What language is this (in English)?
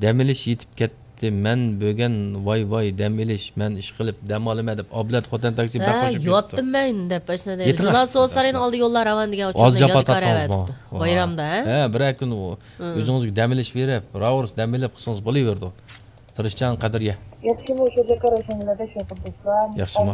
Uyghur